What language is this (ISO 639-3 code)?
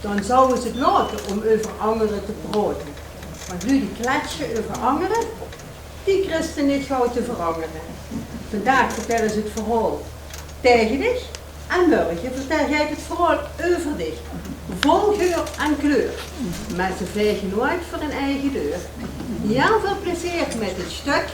lim